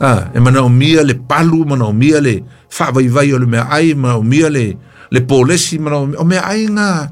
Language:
Samoan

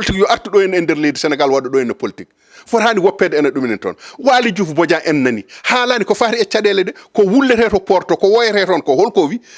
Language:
Fula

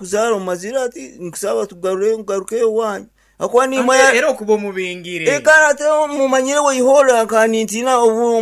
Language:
Nyankole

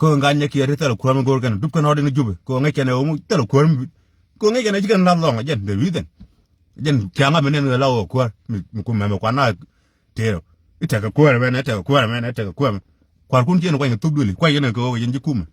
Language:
Nuer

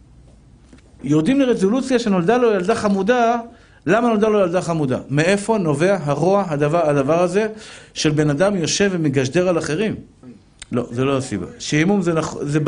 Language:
Hebrew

